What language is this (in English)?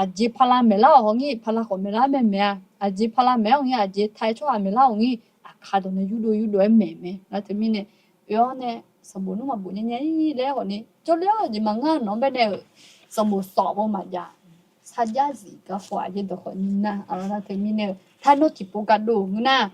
Akha